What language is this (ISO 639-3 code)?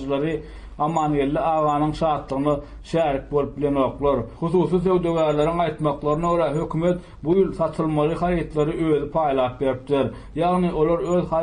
tuk